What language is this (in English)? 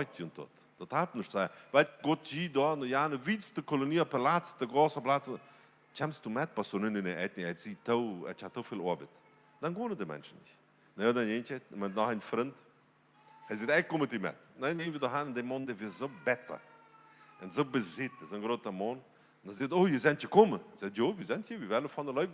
Plautdietsch